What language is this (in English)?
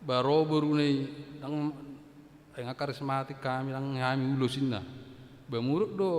Batak Toba